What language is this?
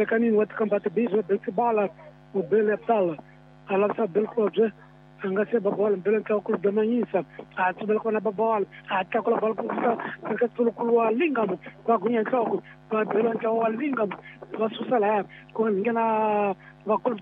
Swahili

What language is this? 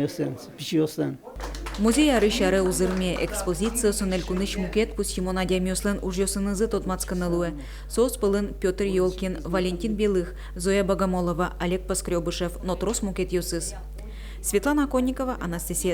Udmurt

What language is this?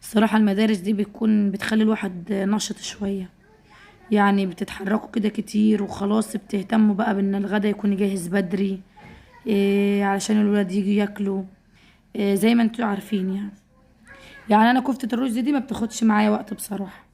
Egyptian Arabic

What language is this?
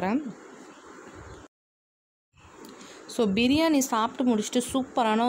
Tamil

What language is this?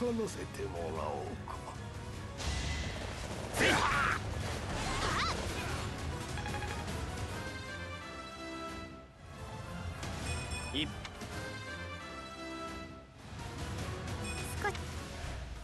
Japanese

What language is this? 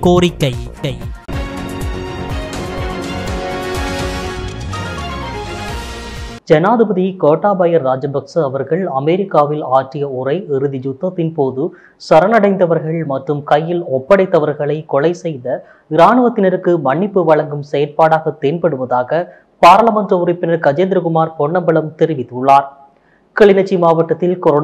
Tamil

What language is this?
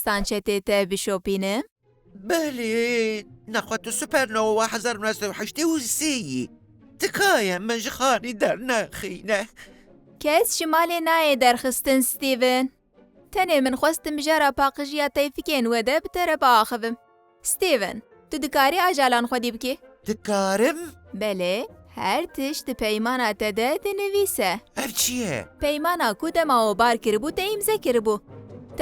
Kurdish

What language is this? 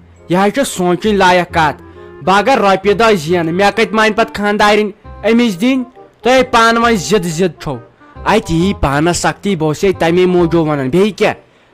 Kashmiri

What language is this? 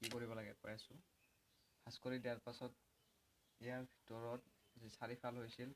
Assamese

